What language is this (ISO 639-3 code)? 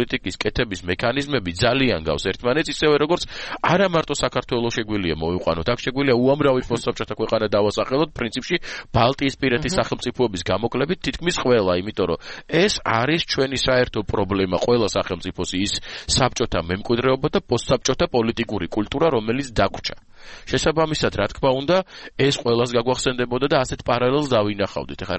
kat